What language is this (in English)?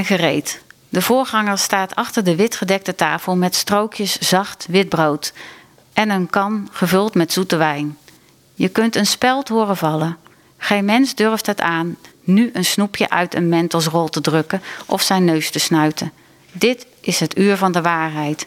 Dutch